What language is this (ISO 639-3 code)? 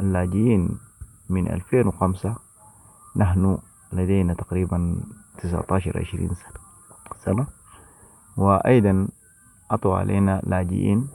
apd